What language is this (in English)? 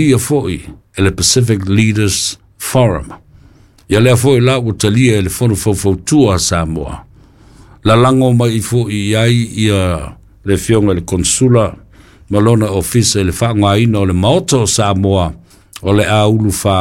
Samoan